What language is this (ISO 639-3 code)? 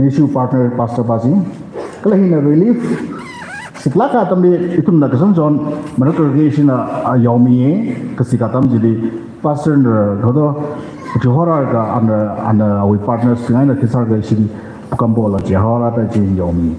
nmf